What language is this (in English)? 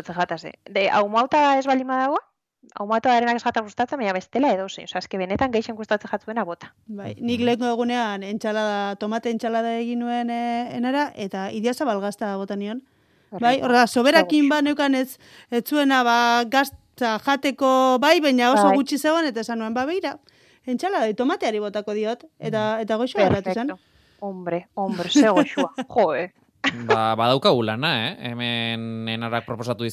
Basque